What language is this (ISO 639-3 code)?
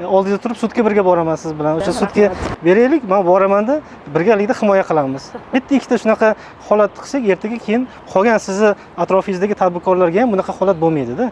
uzb